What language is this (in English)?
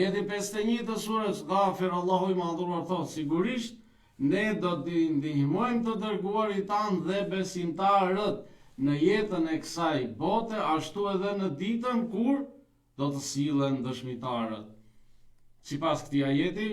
Albanian